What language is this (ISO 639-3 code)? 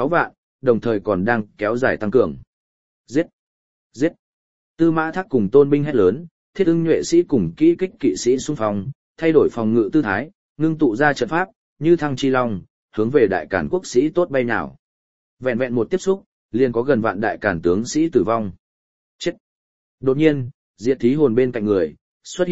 vie